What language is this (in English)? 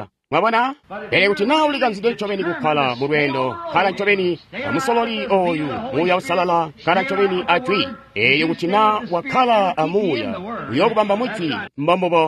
Tonga (Zambia)